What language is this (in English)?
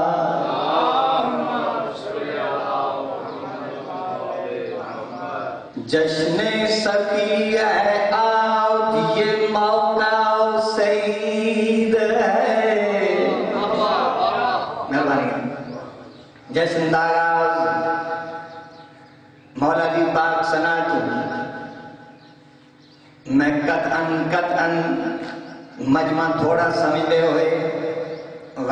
Urdu